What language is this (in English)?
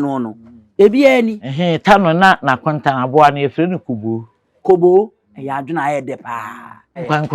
Akan